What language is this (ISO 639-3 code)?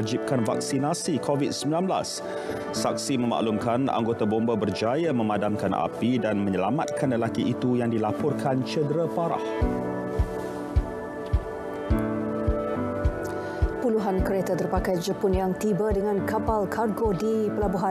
msa